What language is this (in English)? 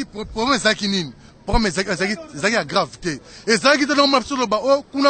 Lingala